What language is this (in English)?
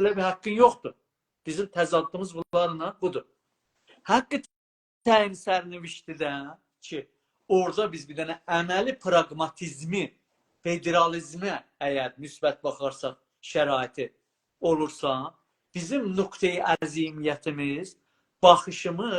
South Azerbaijani